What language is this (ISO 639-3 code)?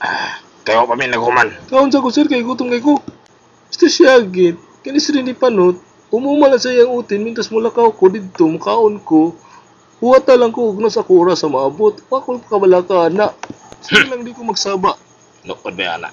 ceb